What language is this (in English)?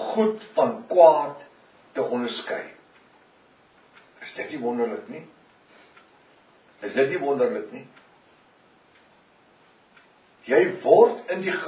Afrikaans